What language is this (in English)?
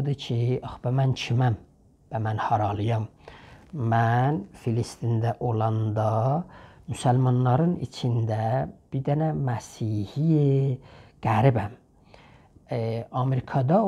South Azerbaijani